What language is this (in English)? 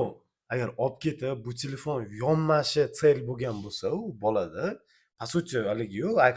Uzbek